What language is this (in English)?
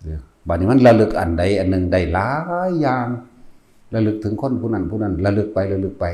Northeastern Thai